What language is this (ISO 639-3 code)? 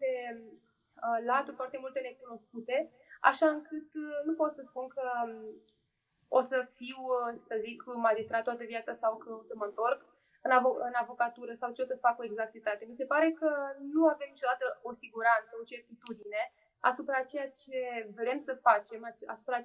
ron